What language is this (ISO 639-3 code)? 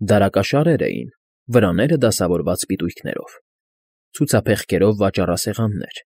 hye